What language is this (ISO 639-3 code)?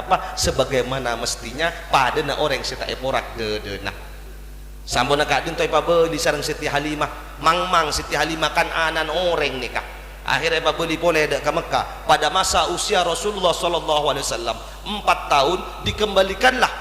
mad